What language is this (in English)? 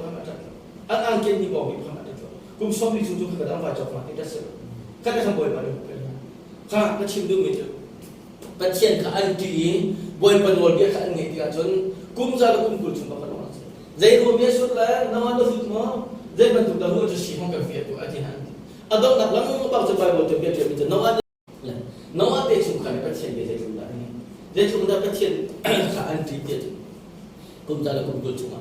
Hakha Chin